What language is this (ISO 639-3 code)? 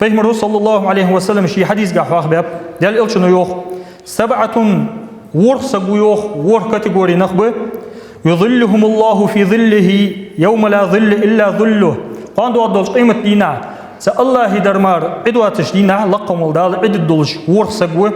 inh